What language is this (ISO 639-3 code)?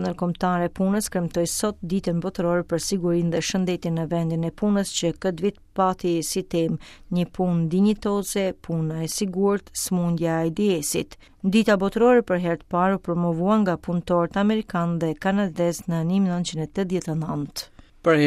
sqi